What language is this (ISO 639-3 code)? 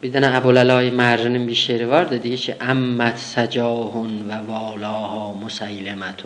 azb